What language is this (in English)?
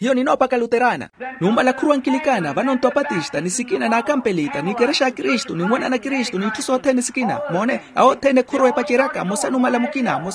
Makhuwa